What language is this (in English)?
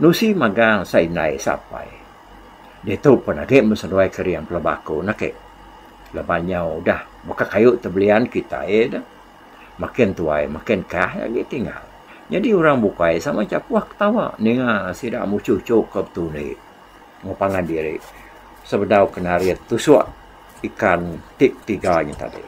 Iban